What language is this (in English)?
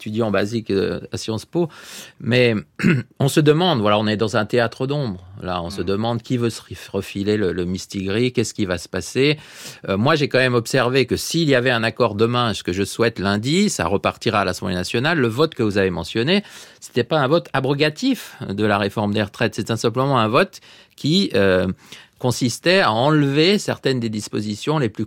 French